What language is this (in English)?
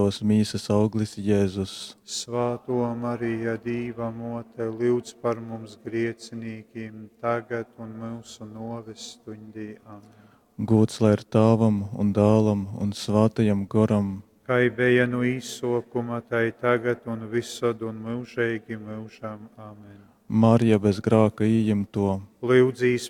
Latgalian